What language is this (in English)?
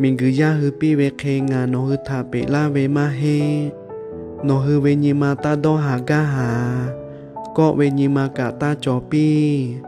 Lahu